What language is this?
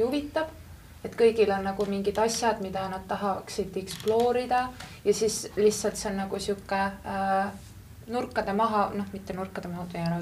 Estonian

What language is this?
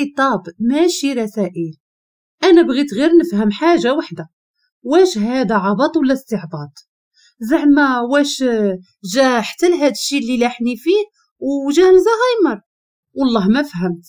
Moroccan Arabic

